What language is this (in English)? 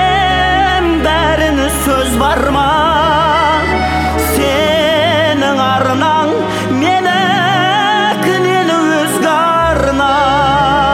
Kazakh